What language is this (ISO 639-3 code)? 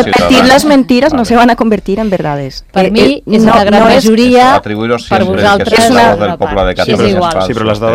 cat